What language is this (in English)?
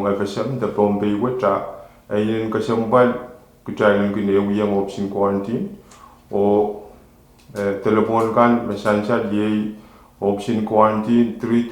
Pohnpeian